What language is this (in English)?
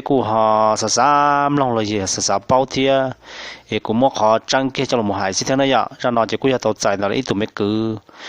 Hmong